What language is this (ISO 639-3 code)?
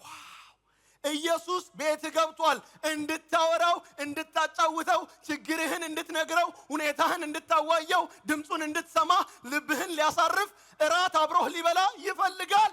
amh